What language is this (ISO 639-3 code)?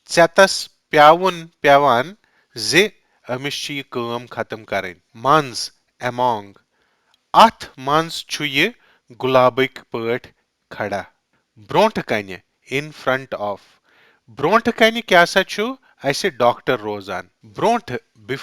kas